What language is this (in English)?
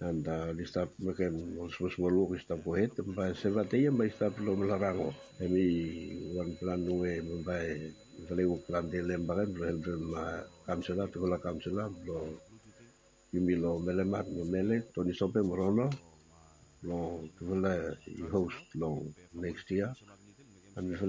Bislama